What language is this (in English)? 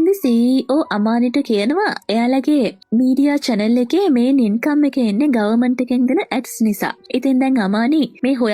Sinhala